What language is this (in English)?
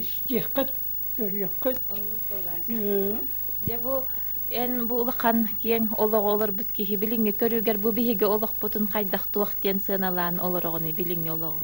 Yakut